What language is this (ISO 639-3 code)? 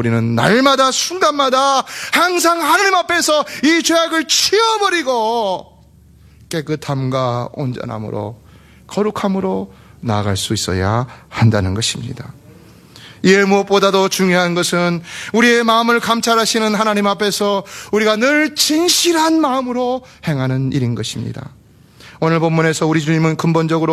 kor